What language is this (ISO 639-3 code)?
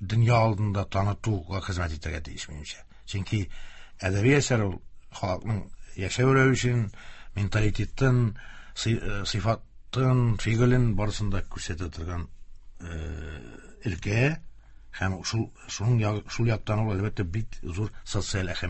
tat